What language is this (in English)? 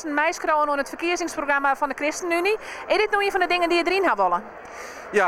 Western Frisian